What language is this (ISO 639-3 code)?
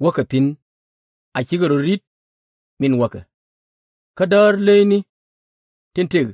nus